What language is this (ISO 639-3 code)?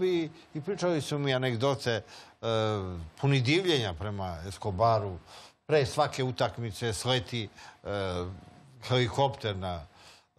srp